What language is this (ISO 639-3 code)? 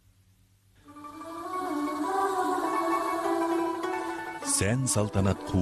kaz